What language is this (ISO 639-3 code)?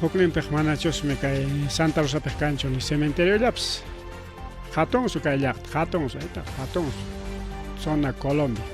quy